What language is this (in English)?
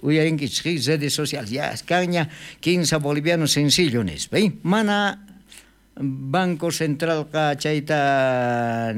South Bolivian Quechua